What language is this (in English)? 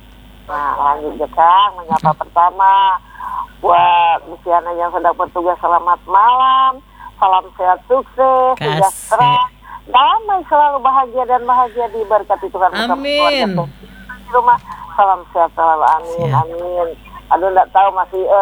Indonesian